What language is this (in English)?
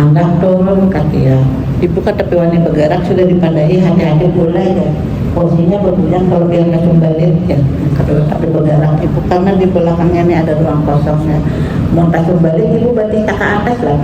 Banjar